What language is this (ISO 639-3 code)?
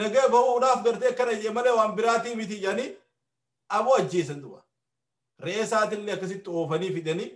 orm